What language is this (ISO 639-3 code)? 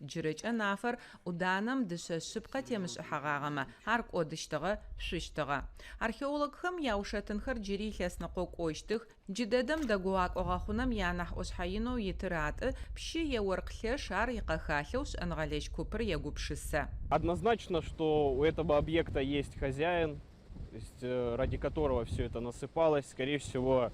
ady